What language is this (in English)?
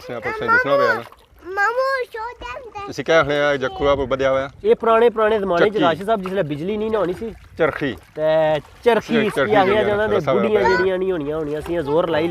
Pahari-Potwari